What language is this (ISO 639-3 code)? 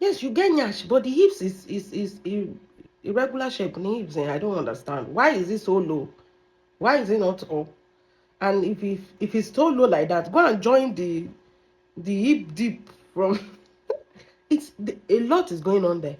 yor